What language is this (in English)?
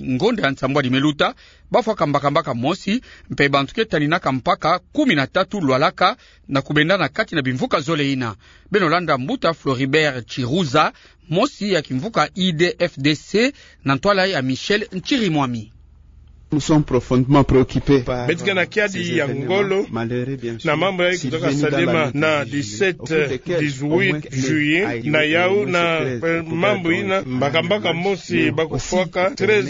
Kituba (Democratic Republic of Congo)